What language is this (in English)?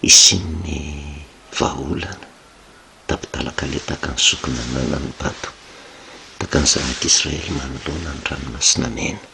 Malagasy